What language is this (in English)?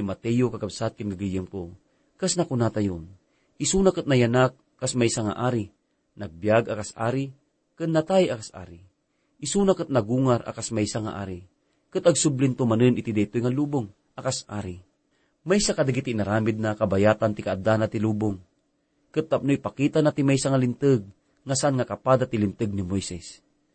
Iloko